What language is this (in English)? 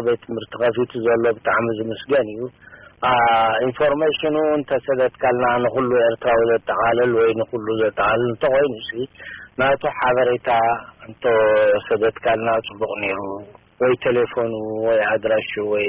Tigrinya